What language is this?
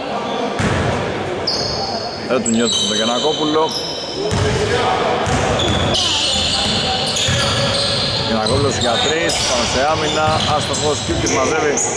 Greek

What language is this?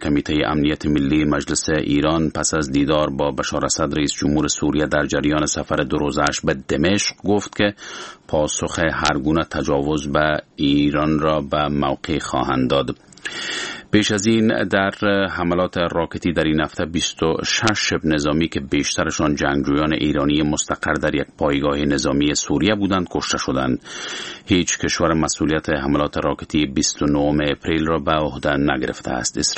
Persian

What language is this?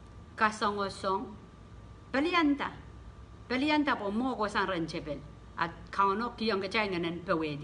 Pohnpeian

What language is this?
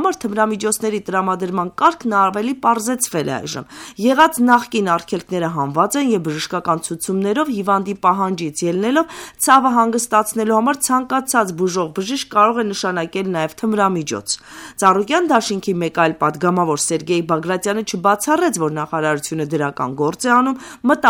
Armenian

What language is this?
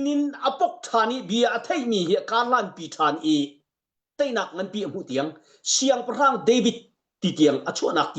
Hakha Chin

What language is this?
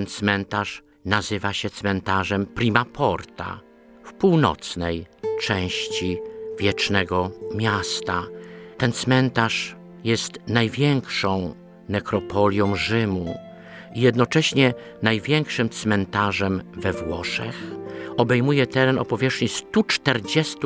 Polish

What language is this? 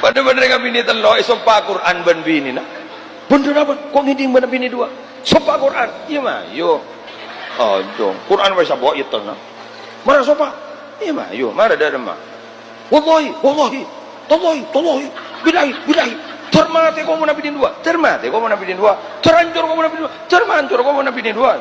Madurese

